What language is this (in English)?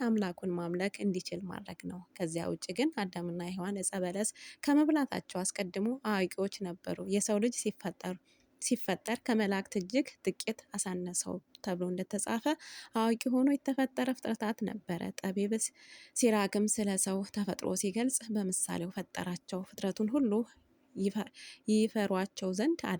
Amharic